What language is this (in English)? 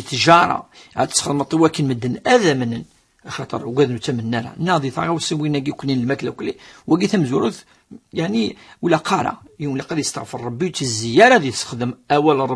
Kabyle